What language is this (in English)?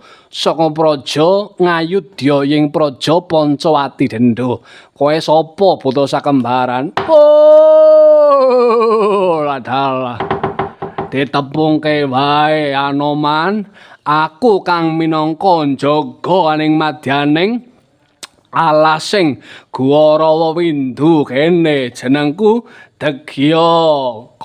Javanese